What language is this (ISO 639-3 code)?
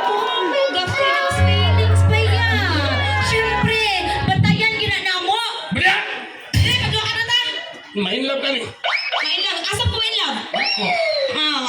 ceb